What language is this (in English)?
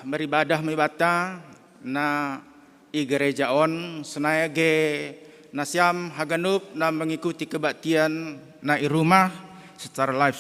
Batak Simalungun